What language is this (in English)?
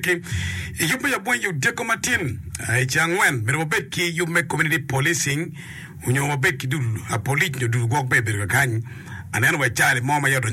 Acoli